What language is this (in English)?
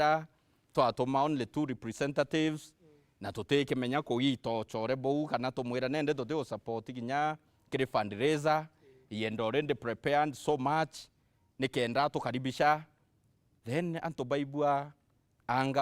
Meru